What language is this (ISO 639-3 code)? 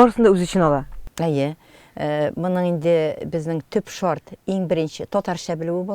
tat